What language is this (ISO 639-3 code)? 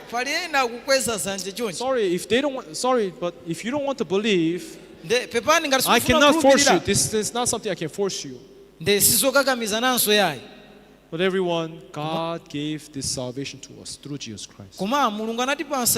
nya